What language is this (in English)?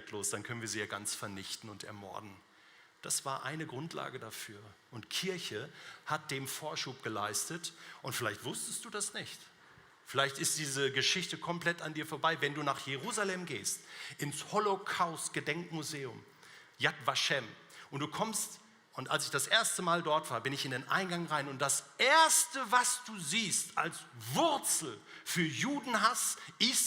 Swiss German